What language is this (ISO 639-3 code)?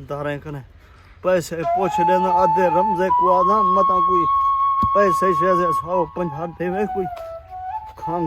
skr